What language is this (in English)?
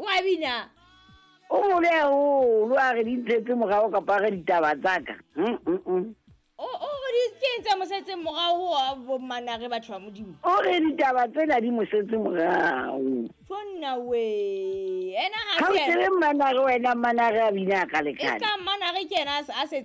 Southern Sotho